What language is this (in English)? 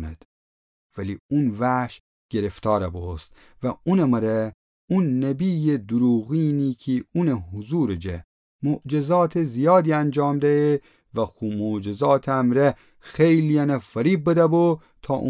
Gilaki